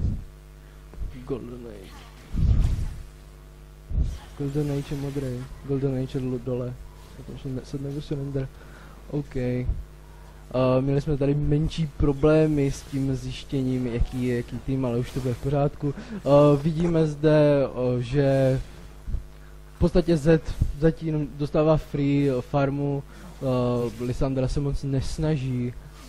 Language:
Czech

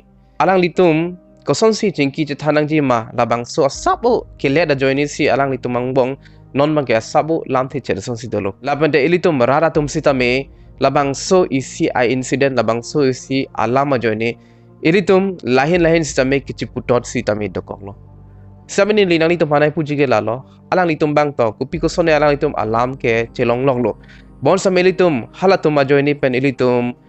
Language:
Karbi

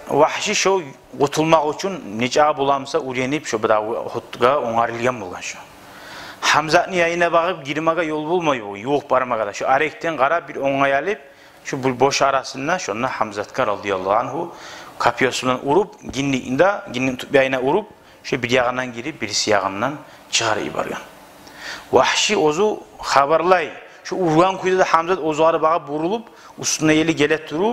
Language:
Kumyk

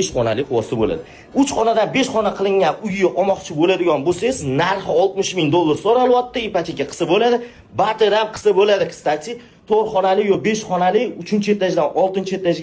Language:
Uzbek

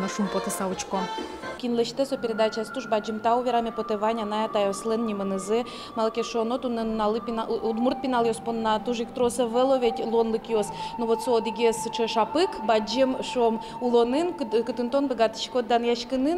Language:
Udmurt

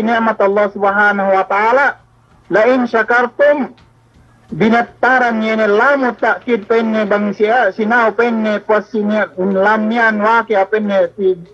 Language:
Yakan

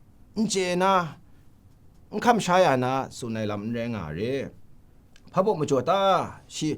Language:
Kachin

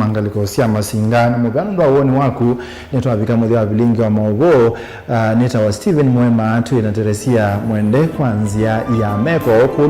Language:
Kamba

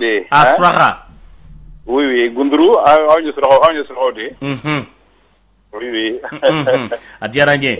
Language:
Bambara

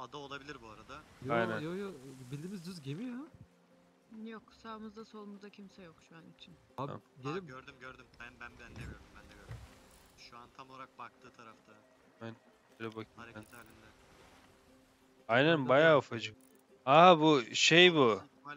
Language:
Turkish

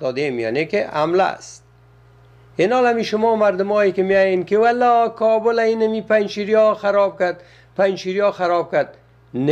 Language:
Persian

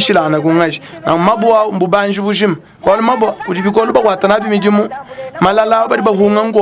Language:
Luba-Lulua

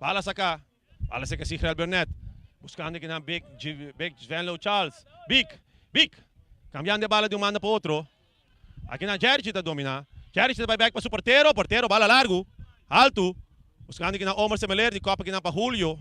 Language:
Papiamento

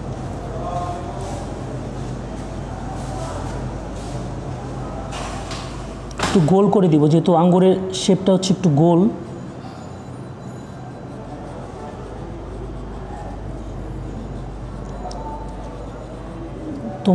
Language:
Bangla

